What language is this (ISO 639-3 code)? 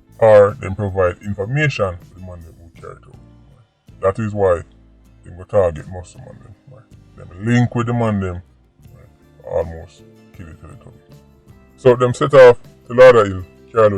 jam